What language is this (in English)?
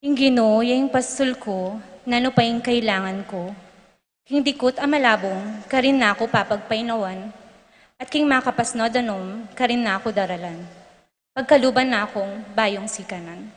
Pampanga